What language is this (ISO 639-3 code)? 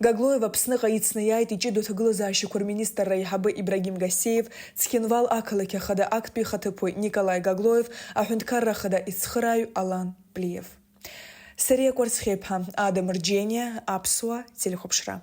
abk